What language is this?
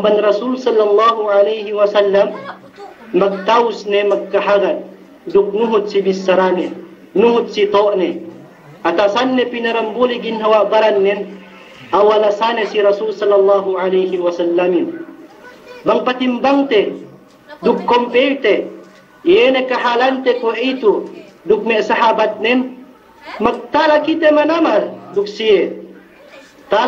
Yakan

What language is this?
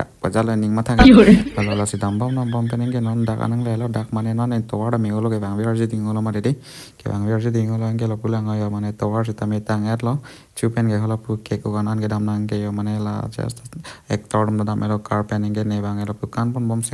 Karbi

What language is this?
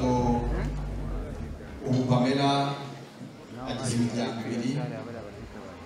Kinyarwanda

